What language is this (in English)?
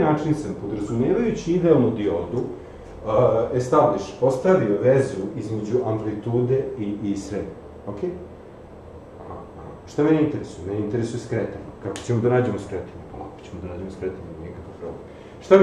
Serbian